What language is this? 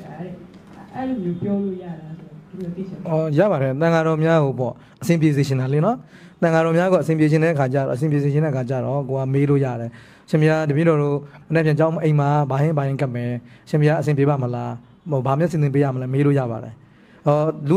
Burmese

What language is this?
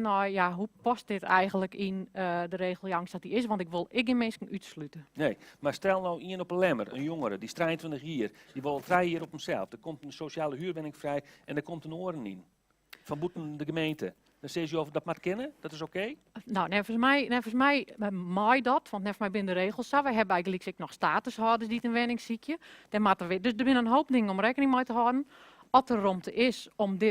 Western Frisian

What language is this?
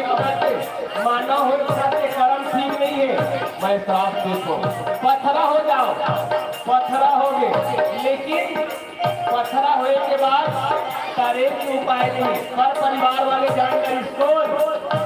Chhattisgarhi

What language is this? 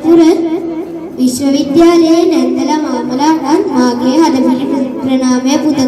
Sinhala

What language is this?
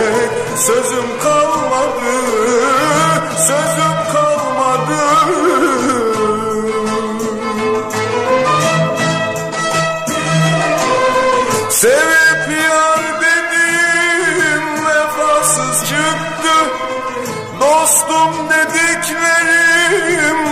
Turkish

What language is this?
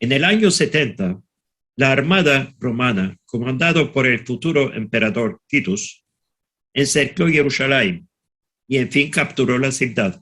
Ladino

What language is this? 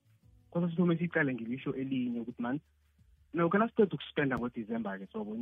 South Ndebele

